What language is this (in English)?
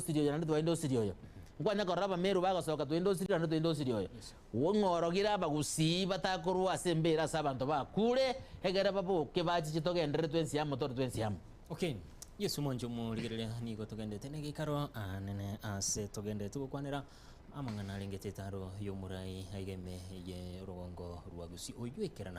Gusii